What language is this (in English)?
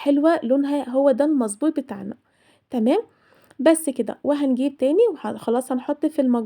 Egyptian Arabic